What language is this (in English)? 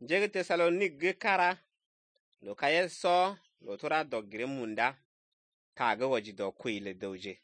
Slovenian